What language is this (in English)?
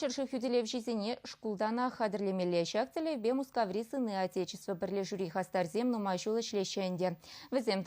Chuvash